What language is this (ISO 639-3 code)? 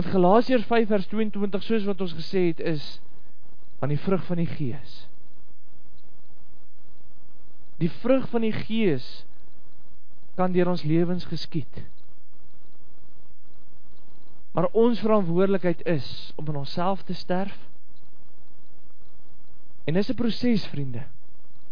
afr